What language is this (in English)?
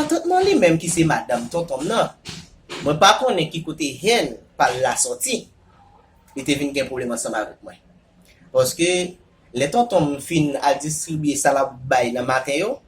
Haitian Creole